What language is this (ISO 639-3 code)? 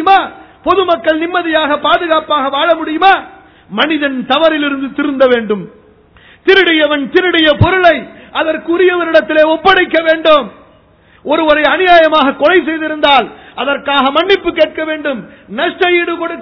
tam